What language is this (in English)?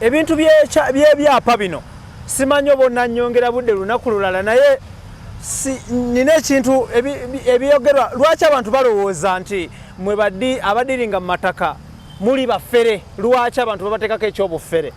Ganda